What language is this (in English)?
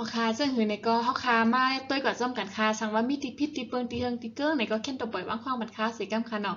Shan